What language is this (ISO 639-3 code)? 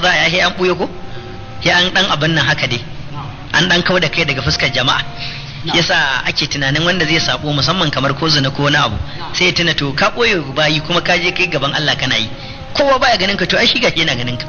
hau